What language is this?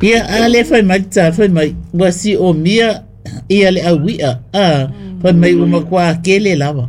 Samoan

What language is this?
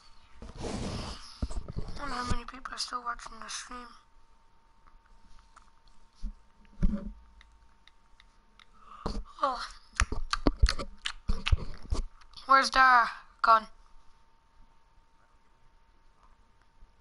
English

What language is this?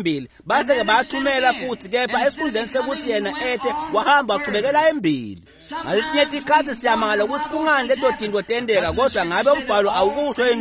Swati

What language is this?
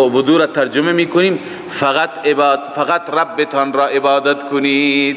Persian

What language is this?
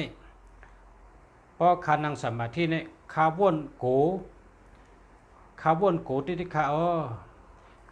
Shan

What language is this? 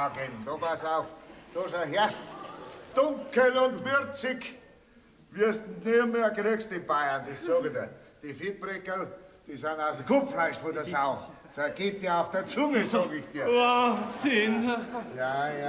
Bavarian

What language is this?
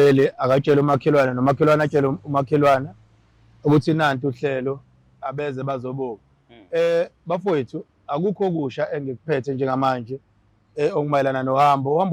Zulu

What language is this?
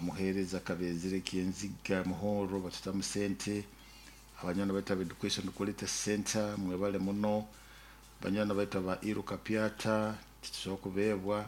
Nyoro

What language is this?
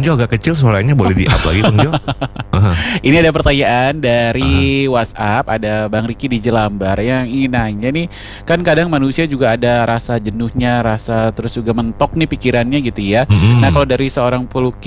Indonesian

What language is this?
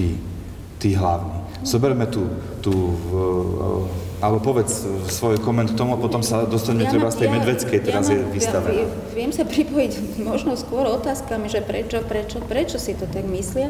Slovak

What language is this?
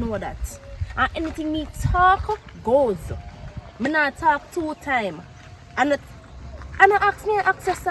Jamaican Creole English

